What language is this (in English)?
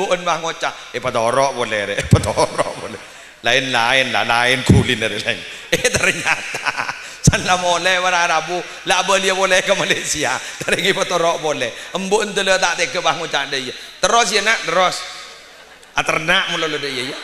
Madurese